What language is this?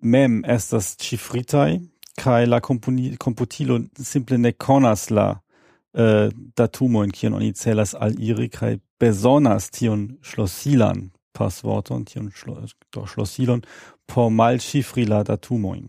Esperanto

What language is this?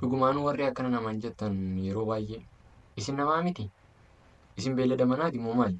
Oromo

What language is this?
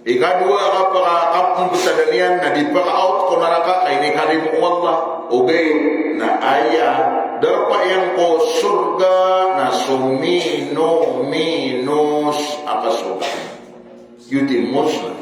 Maranao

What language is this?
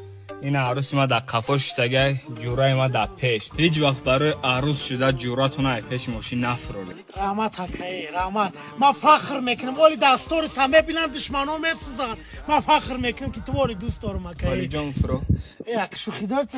Tajik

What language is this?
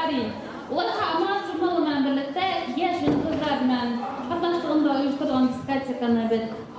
Bashkir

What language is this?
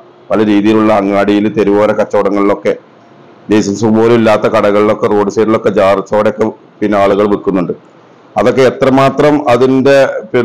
Malayalam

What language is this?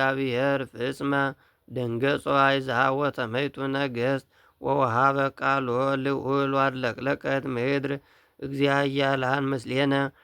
Geez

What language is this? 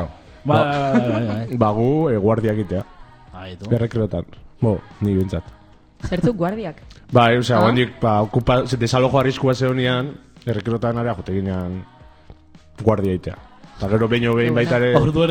Basque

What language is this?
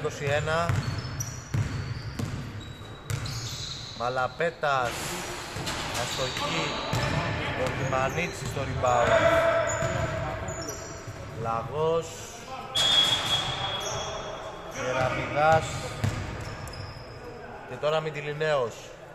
Greek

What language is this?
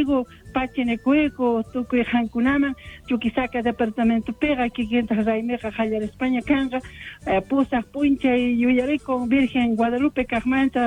South Bolivian Quechua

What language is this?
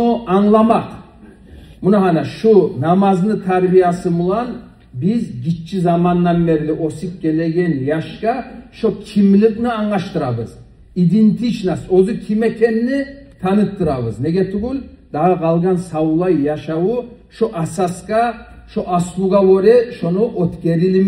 Kumyk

